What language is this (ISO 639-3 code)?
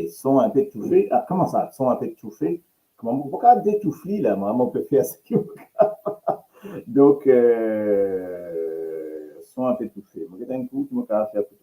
mfe